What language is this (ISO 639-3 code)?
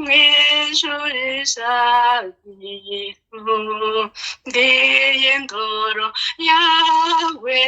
kin